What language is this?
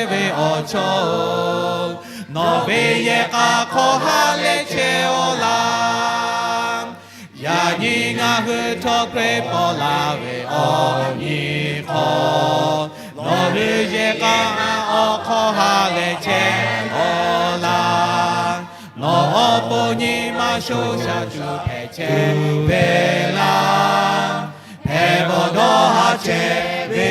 Lahu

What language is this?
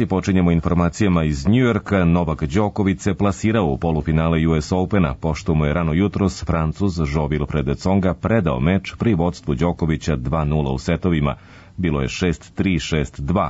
Serbian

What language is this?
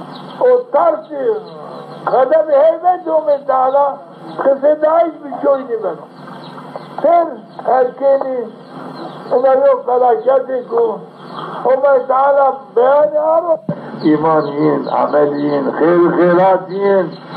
Zaza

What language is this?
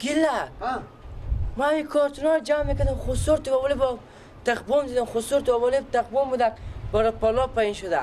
Persian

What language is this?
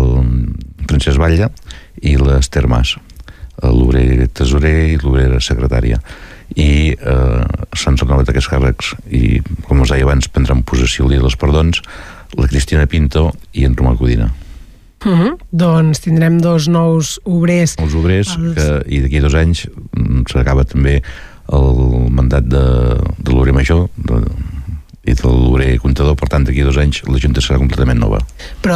Catalan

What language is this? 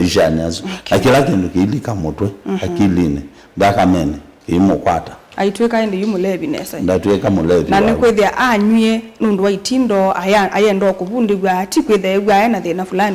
Kamba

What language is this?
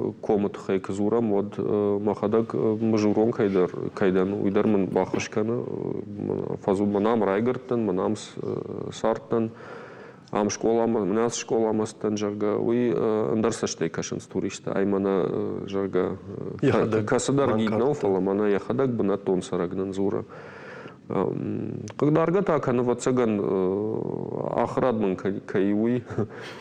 Ossetic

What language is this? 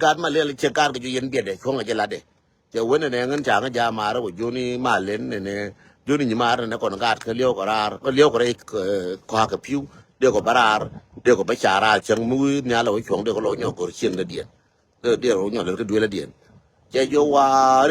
Nuer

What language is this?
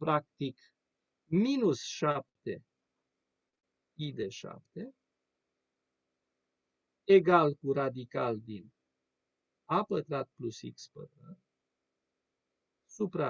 Romanian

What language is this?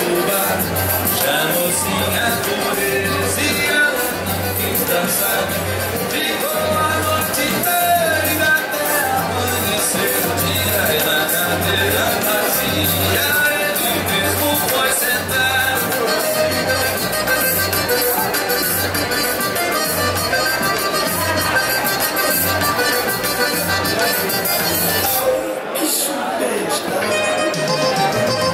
Portuguese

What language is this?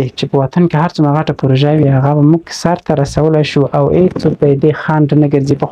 Pashto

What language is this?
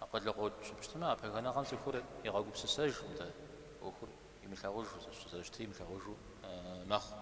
Kabardian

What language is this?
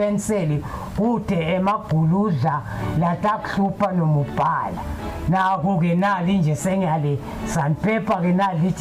Zulu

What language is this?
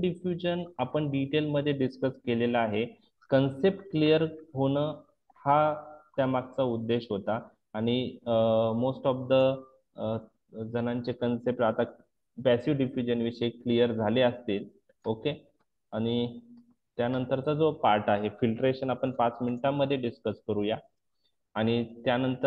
Marathi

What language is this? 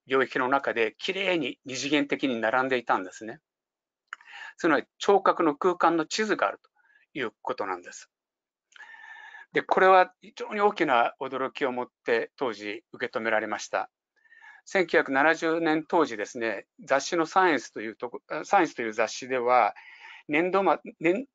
Japanese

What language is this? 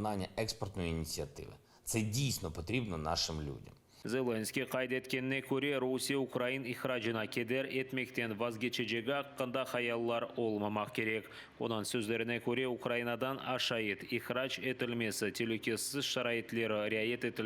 Crimean Tatar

